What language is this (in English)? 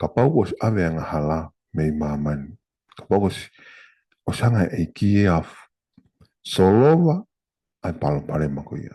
Tongan